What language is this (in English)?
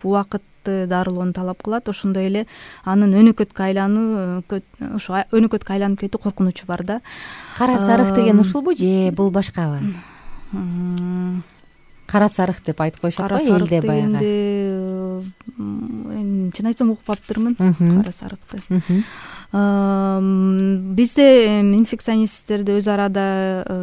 Kyrgyz